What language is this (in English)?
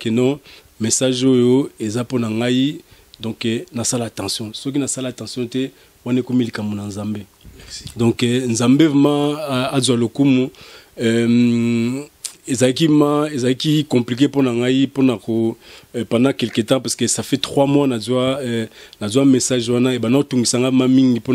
Lingala